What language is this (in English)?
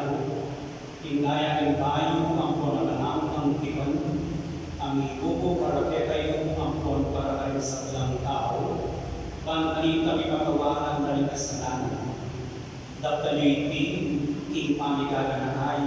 Pampanga